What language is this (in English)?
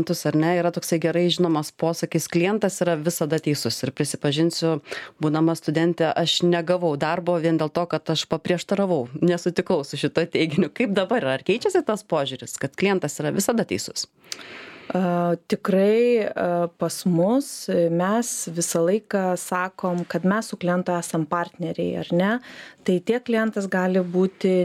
Lithuanian